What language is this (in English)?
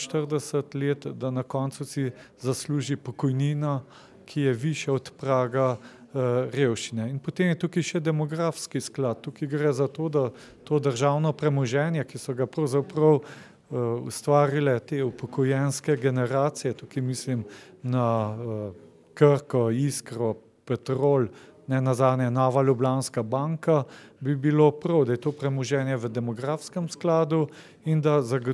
Slovenian